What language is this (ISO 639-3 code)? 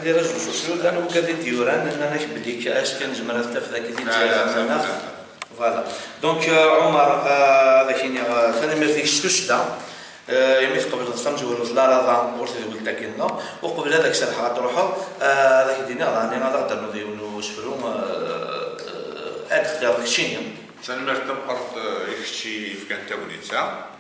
kab